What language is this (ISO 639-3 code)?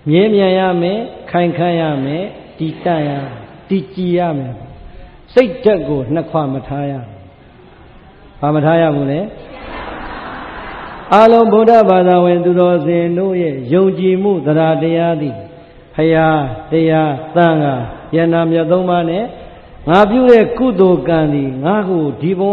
mya